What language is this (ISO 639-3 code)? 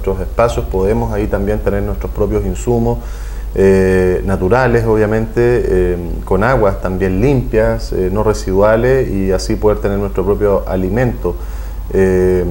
spa